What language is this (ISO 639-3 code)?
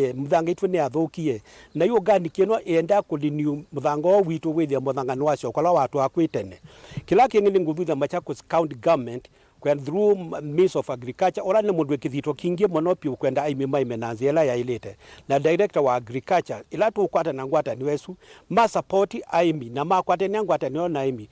kam